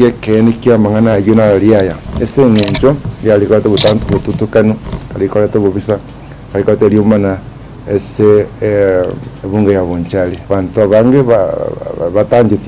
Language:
Gusii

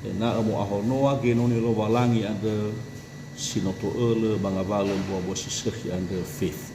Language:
Nias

